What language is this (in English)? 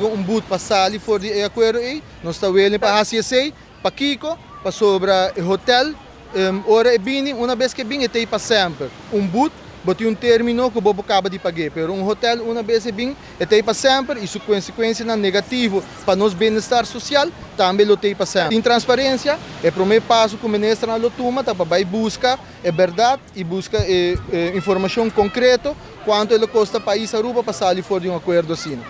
Papiamento